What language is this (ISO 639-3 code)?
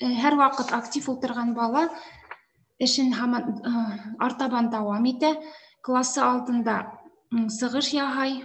bak